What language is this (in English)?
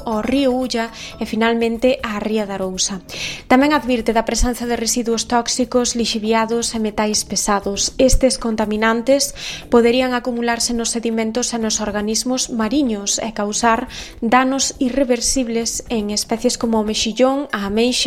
Galician